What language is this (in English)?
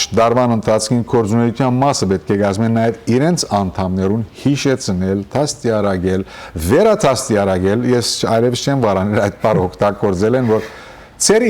Western Armenian